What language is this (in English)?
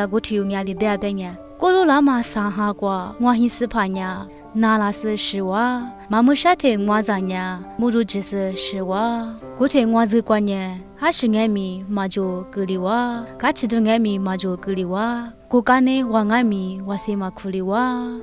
Lisu